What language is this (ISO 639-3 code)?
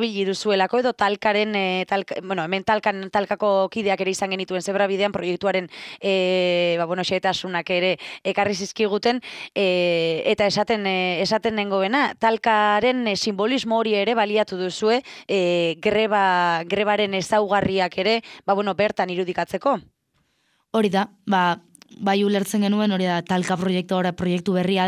eus